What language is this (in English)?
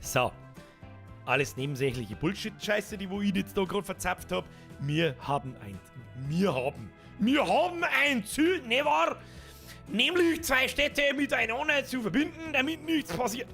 Bavarian